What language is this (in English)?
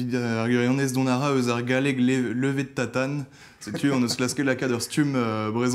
Breton